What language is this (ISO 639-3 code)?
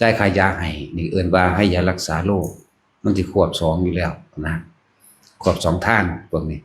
tts